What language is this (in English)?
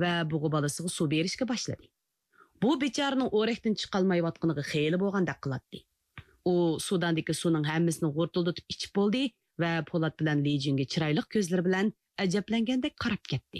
Uyghur